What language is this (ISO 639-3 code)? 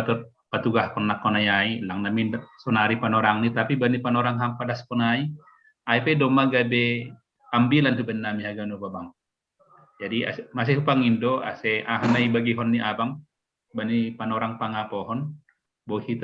bts